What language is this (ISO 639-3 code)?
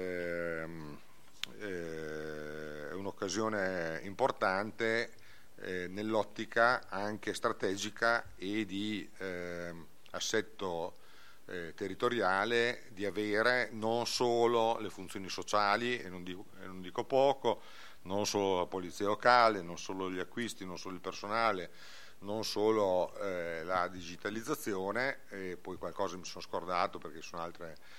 ita